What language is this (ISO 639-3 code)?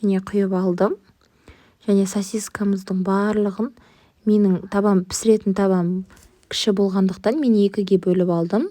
kaz